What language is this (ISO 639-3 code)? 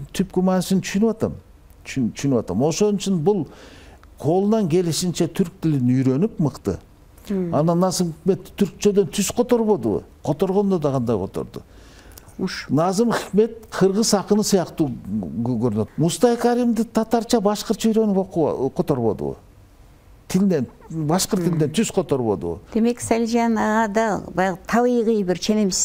kir